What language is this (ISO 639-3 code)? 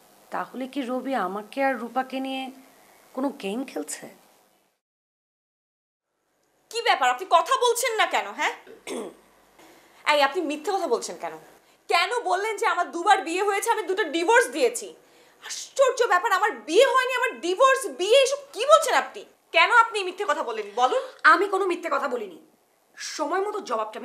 ben